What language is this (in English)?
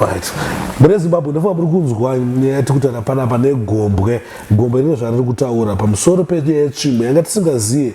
Shona